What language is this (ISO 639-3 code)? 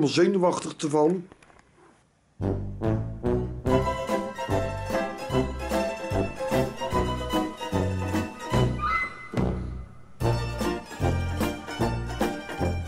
nld